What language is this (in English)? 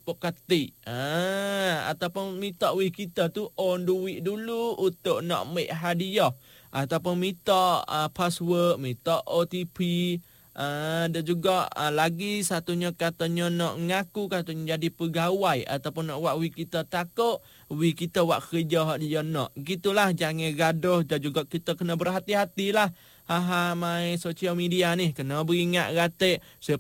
Malay